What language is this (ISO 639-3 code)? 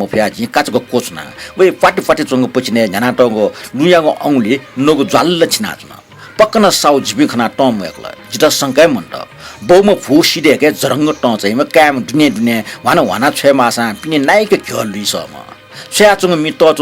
new